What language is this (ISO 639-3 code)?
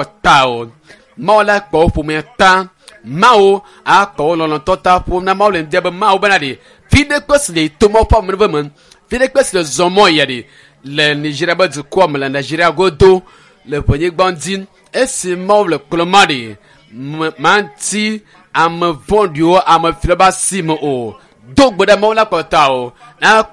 ewe